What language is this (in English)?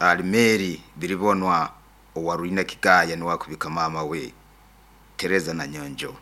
Nyoro